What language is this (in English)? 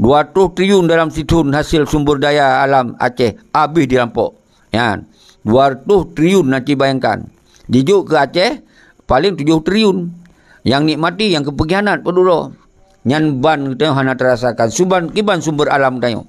Achinese